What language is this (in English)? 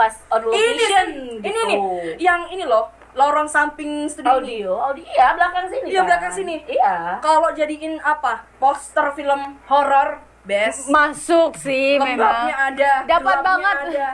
Indonesian